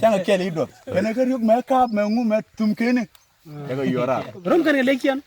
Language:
Nuer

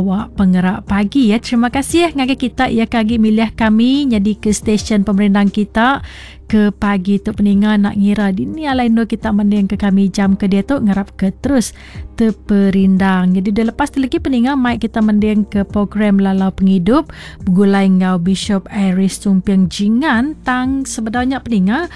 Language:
Iban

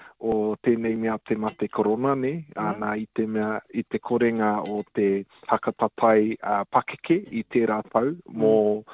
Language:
Māori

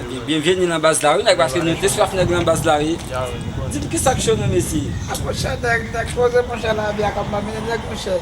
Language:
Haitian Creole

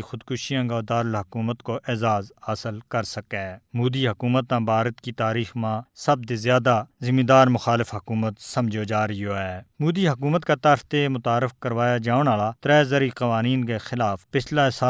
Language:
Gujari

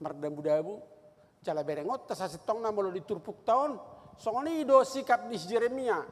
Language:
Batak Toba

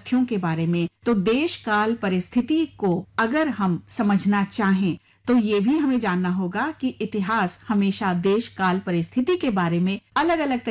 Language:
Hindi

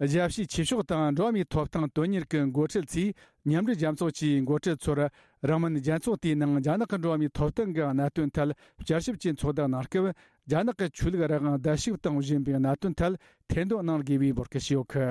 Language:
Tibetan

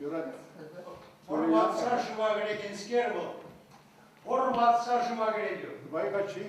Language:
Chuvash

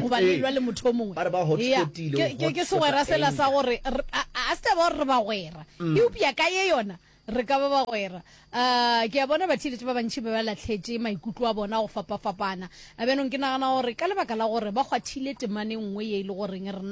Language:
Northern Sotho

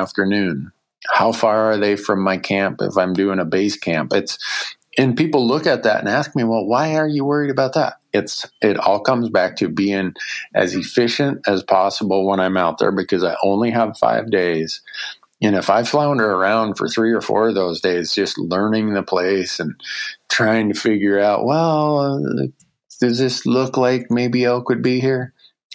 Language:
English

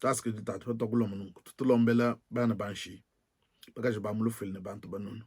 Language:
Luba-Lulua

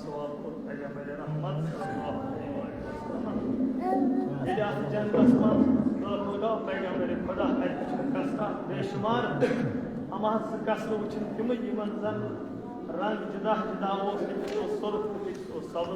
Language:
Kashmiri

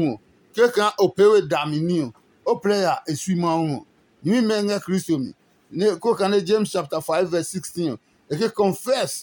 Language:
Adangme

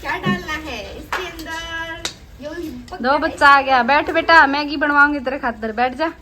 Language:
Haryanvi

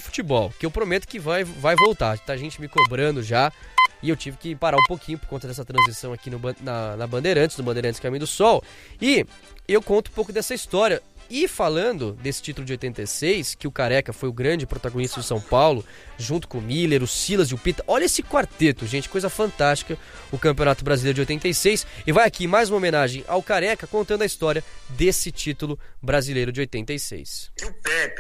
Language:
Portuguese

